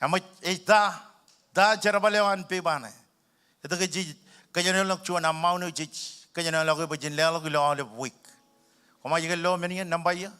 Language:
Marshallese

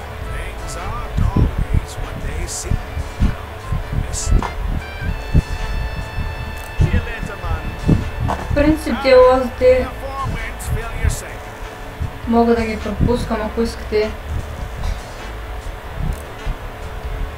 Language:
Bulgarian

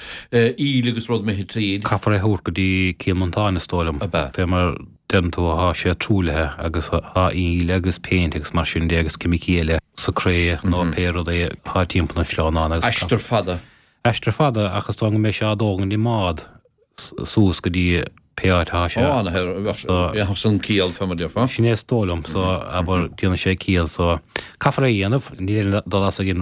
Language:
Irish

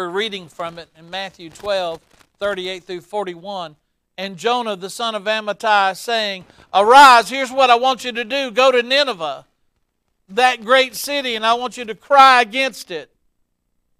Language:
English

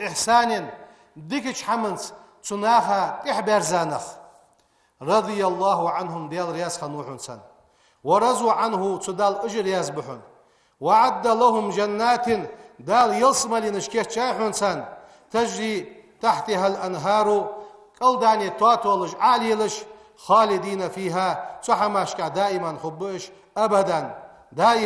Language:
Ingush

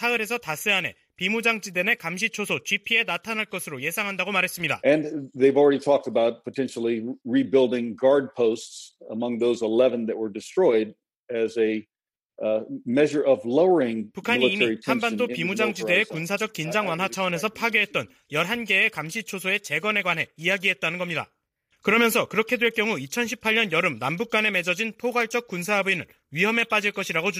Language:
Korean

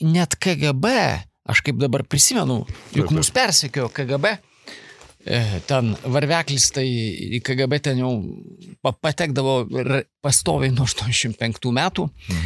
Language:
Lithuanian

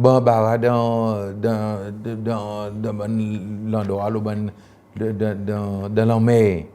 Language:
Seselwa Creole French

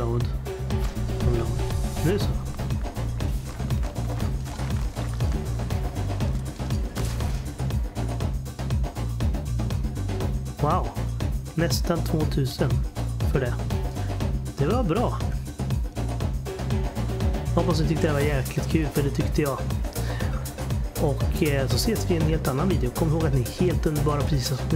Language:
Swedish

